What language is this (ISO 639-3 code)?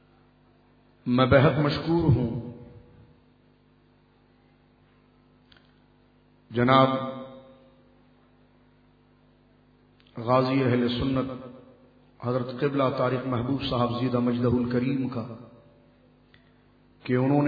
urd